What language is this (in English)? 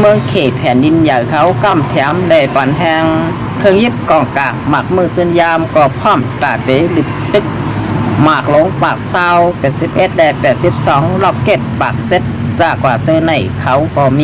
Shan